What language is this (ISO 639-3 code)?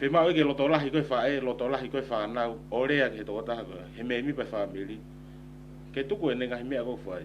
ton